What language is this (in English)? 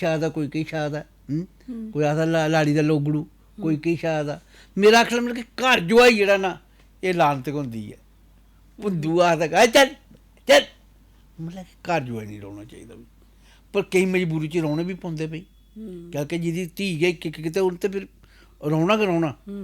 Dogri